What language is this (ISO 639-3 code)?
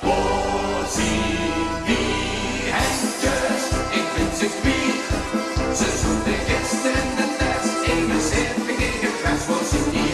lim